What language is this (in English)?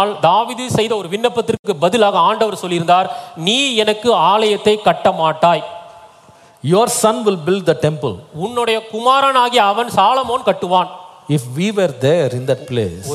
Tamil